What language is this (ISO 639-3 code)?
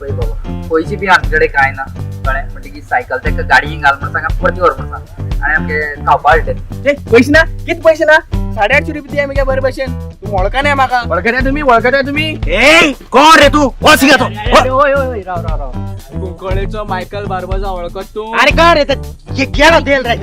kok